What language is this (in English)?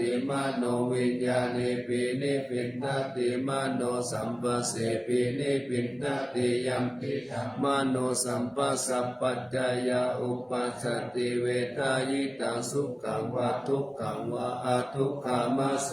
Pali